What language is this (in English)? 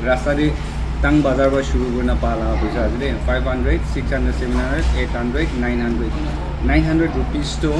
Naga Pidgin